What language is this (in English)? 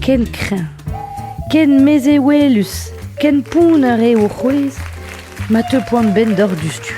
Breton